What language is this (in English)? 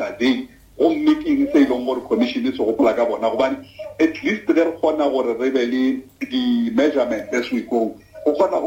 Northern Sotho